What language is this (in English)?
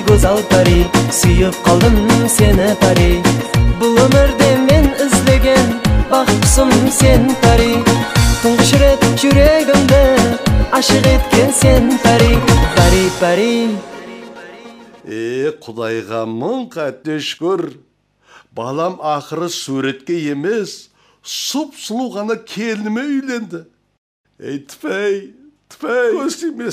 Kazakh